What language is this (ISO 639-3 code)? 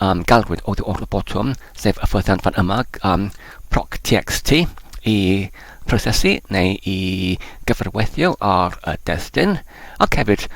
cym